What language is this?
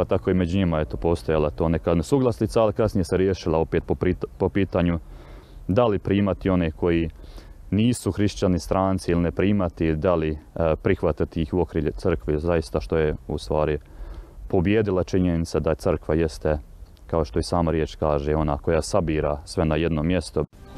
Bosnian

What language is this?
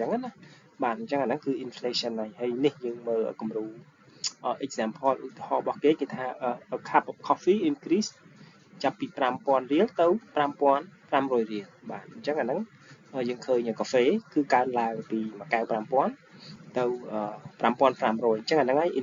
Khmer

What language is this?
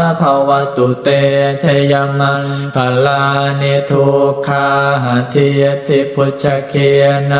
Pali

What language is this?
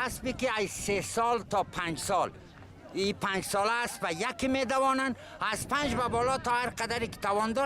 Persian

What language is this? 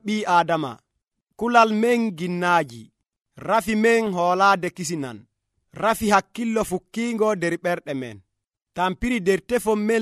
Nigerian Fulfulde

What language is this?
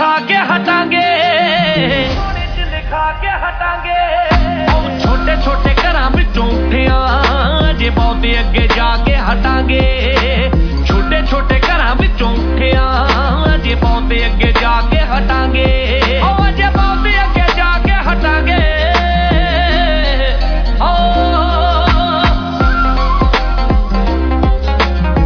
Punjabi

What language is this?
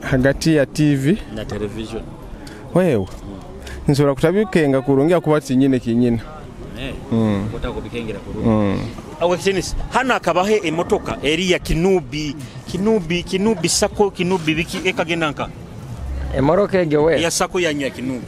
Nyoro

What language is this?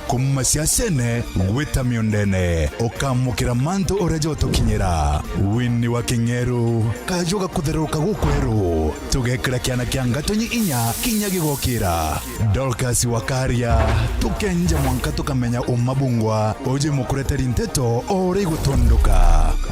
Meru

